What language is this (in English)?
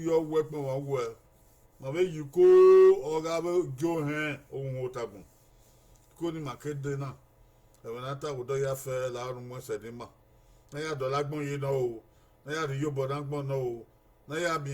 Bini